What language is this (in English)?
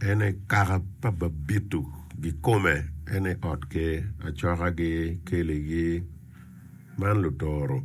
Acoli